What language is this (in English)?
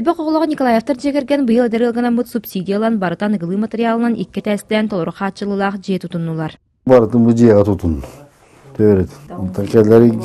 Yakut